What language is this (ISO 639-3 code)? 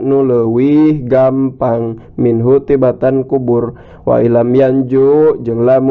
sun